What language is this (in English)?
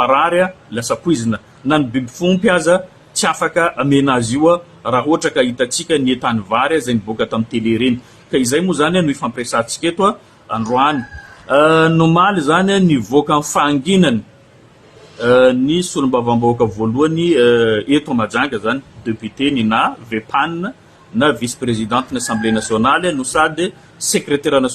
Malagasy